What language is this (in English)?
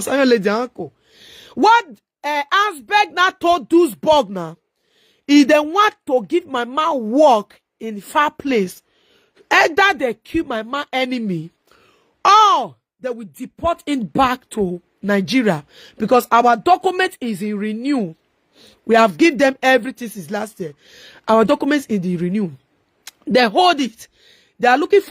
Nigerian Pidgin